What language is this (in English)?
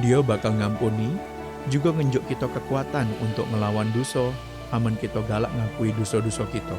Musi